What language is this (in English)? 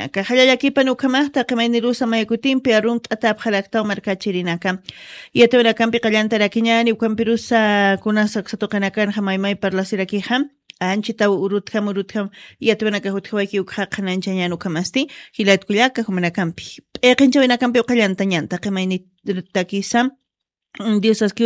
Aymara